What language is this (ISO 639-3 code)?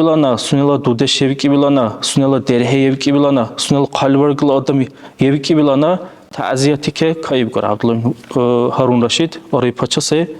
dar